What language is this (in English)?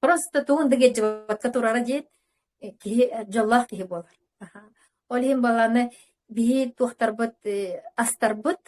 Yakut